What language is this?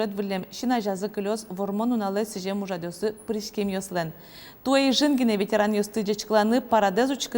Udmurt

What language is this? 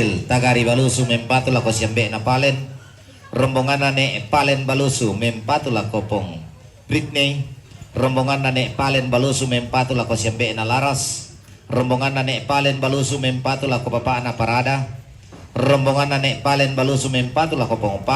Toraja-Sa'dan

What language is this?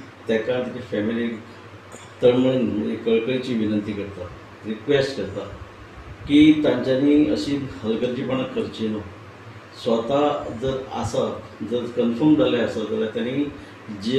Konkani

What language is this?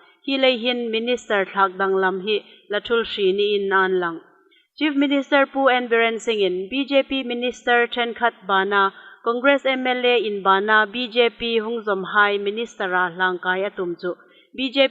Hmar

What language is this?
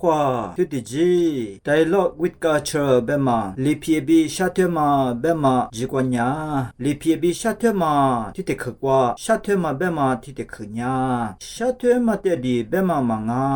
Lisu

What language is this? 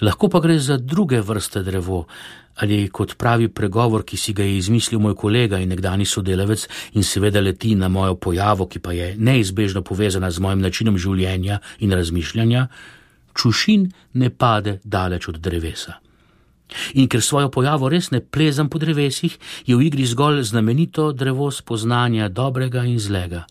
Slovenian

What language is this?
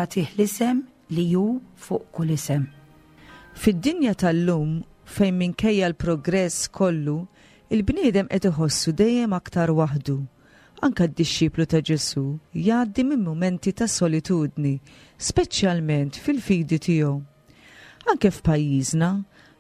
Maltese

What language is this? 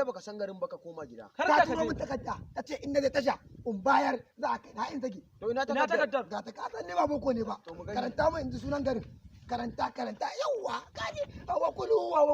Hausa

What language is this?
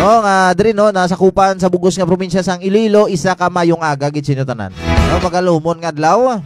Hiligaynon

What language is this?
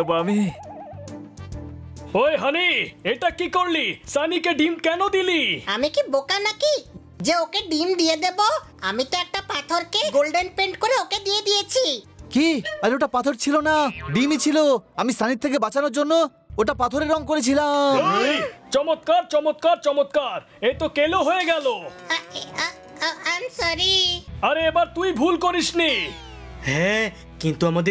Bangla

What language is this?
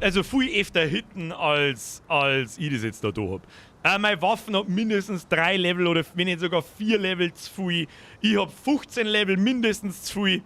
Bavarian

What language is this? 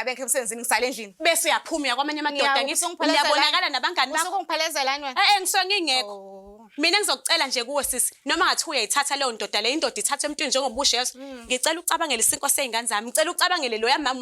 Zulu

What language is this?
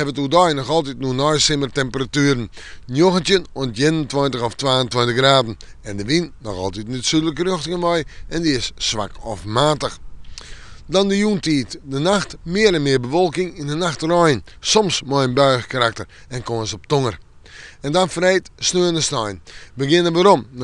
Western Frisian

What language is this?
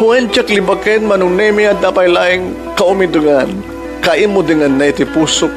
Iloko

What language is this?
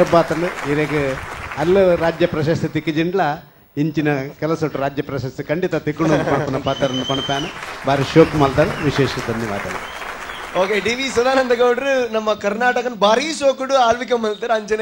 Tulu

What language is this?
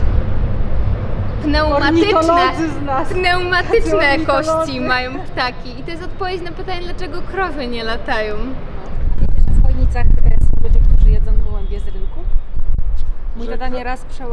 Polish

